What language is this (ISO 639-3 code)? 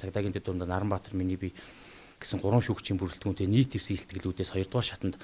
mon